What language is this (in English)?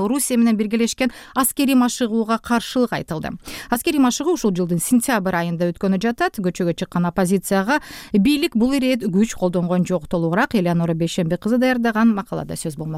Kyrgyz